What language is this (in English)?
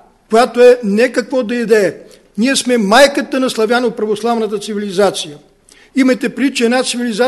Bulgarian